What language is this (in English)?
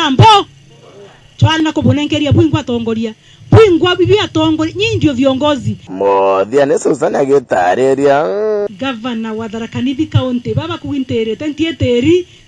Meru